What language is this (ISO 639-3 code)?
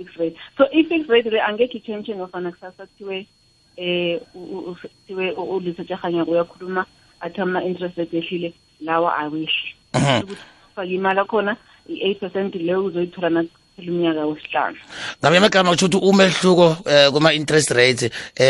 nbl